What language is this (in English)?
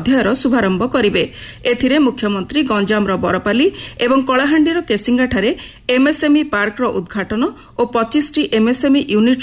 Odia